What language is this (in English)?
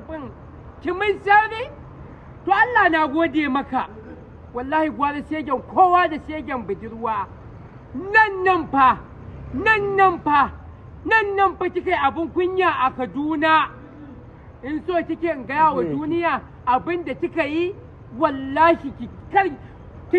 Hausa